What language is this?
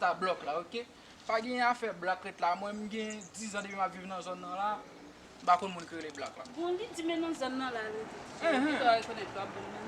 Haitian Creole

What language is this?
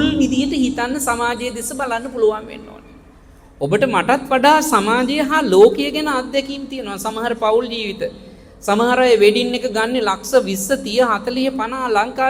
Sinhala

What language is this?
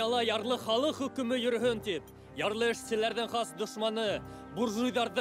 Bashkir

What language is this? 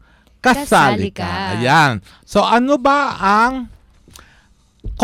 Filipino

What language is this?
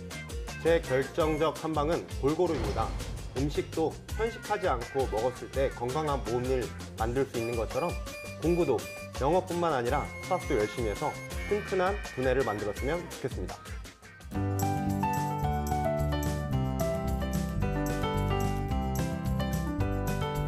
Korean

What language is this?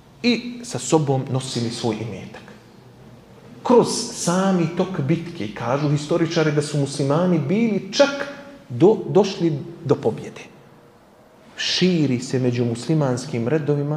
Bosnian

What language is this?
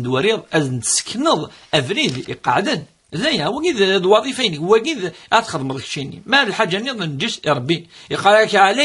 Kabyle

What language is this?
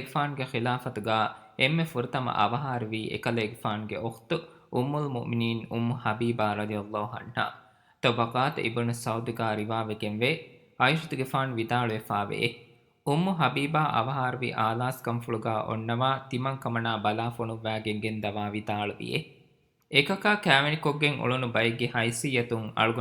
Divehi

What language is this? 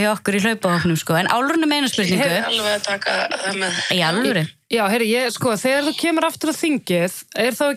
Icelandic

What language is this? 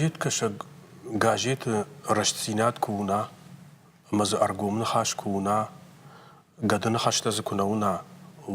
Ossetic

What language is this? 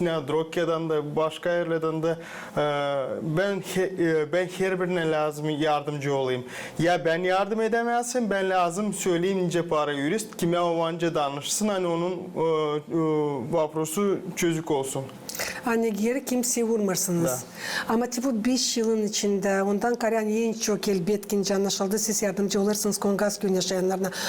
Gagauz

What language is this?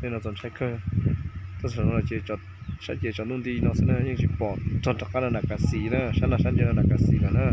Hmong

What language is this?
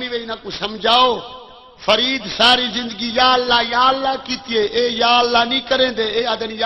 Saraiki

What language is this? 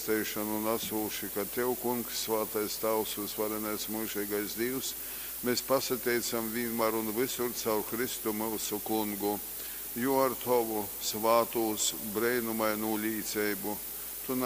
Latgalian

